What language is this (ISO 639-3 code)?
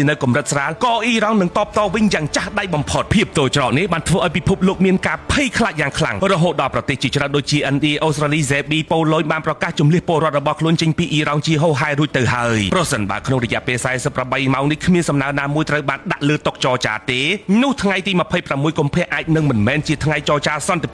khm